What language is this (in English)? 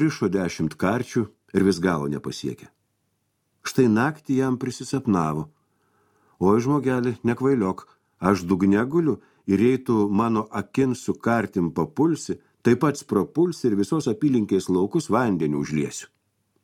Lithuanian